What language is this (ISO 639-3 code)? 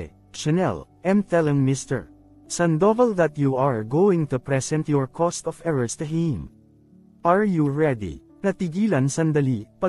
fil